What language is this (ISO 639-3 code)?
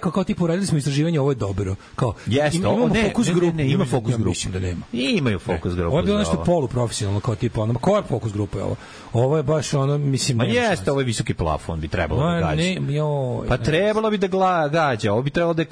srp